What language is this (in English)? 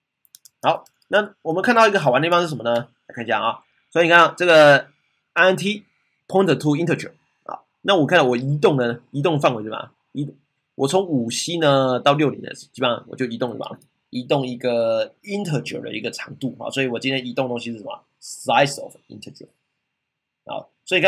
Chinese